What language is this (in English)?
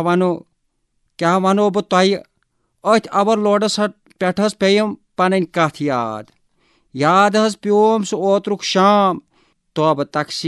Kashmiri